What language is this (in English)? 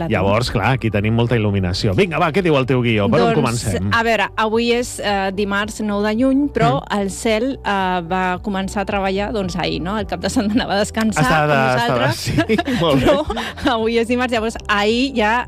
Catalan